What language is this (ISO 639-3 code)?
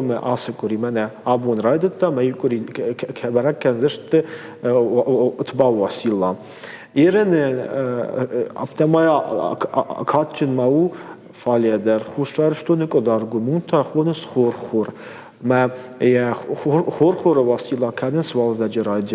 oss